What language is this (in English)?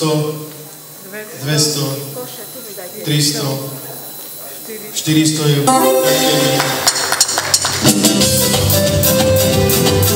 Slovak